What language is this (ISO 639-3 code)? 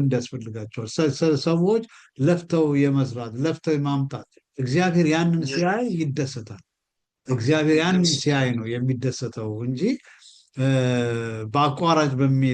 amh